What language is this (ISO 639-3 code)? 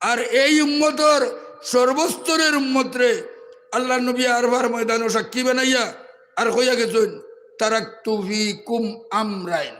syl